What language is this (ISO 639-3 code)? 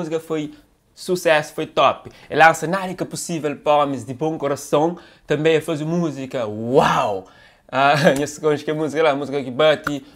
kea